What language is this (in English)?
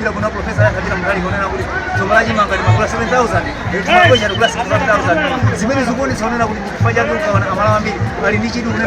Nyanja